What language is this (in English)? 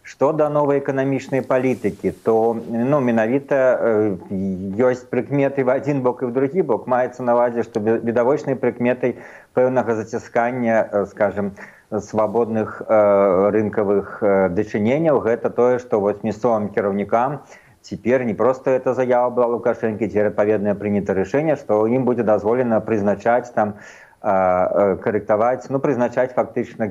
Belarusian